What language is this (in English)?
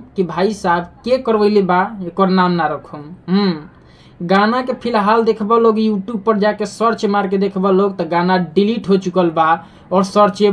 Bhojpuri